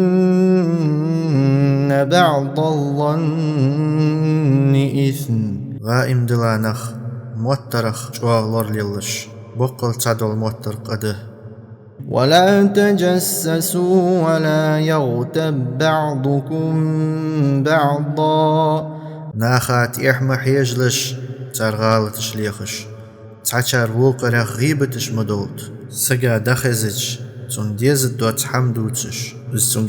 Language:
Ingush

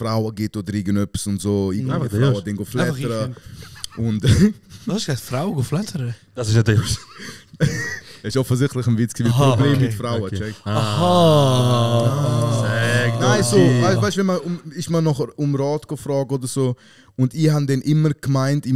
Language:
Swiss German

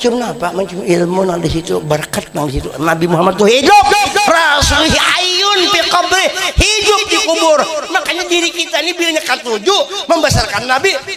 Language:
Banjar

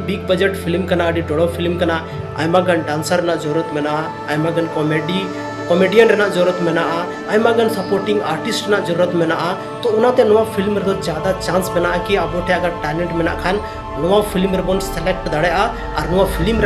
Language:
Santali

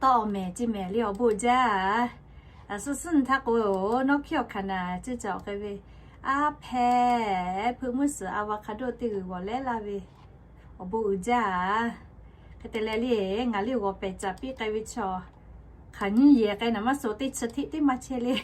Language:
Lahu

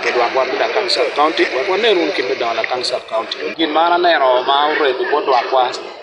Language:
Acoli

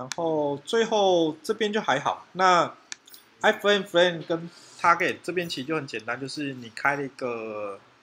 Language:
Chinese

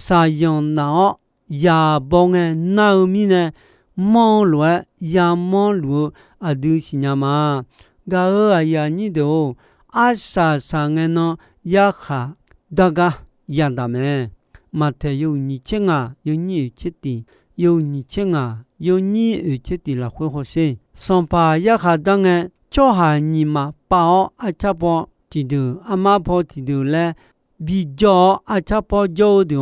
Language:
Akha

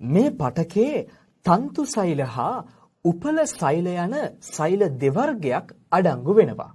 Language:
Sinhala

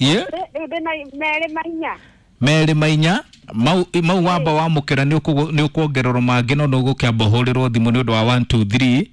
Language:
Kikuyu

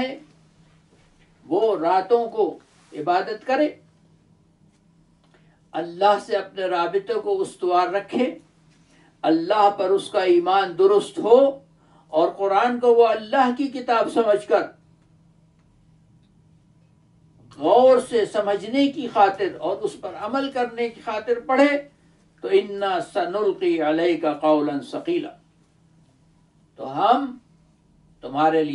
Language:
Urdu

